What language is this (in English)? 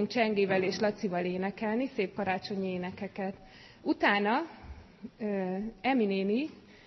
Hungarian